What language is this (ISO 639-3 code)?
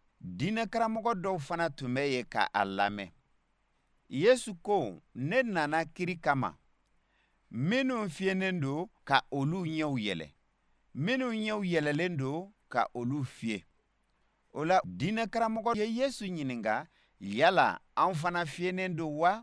bam